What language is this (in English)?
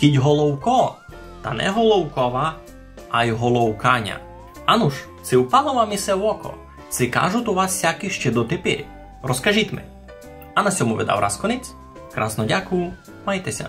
Rusyn